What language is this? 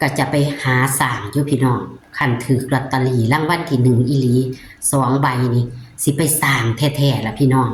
Northeastern Thai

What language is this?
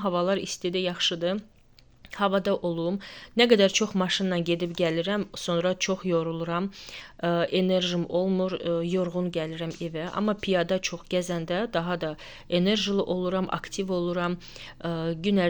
Azerbaijani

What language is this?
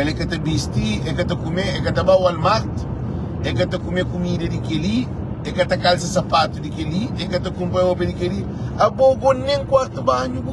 Kabuverdianu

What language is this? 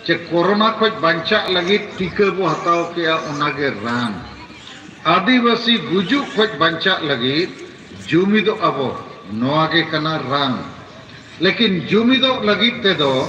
Santali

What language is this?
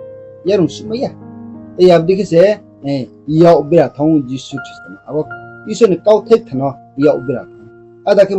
Riang (India)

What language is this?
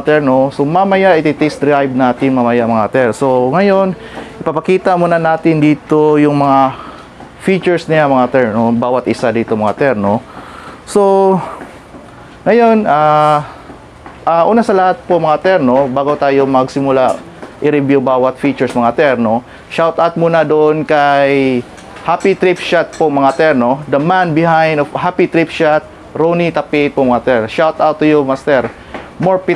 Filipino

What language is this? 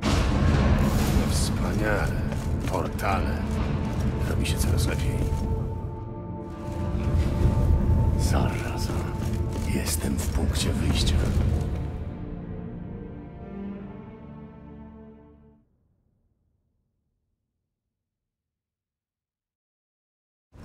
Polish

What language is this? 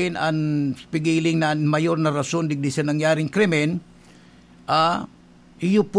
Bikol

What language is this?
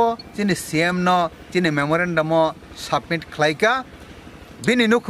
Kok Borok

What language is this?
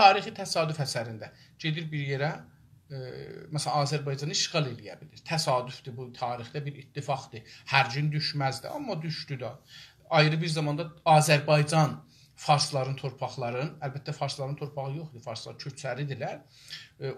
South Azerbaijani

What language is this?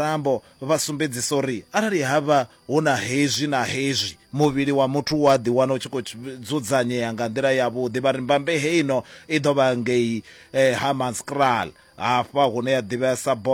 Venda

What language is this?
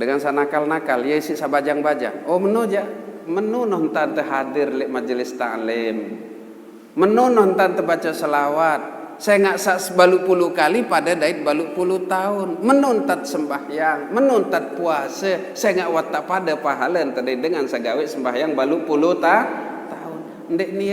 Sasak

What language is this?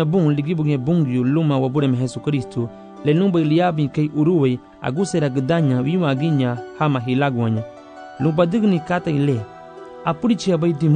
Garifuna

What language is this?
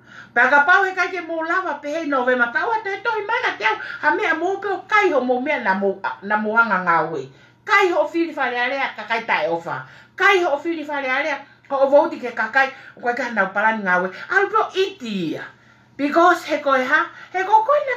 Tongan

